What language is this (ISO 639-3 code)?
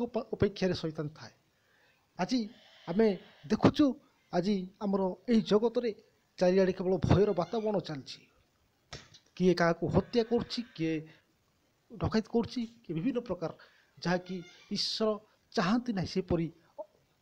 ori